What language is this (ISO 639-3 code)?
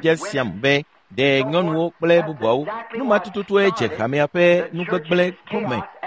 ewe